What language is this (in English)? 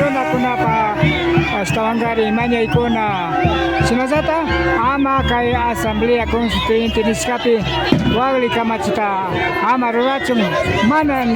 Imbabura Highland Quichua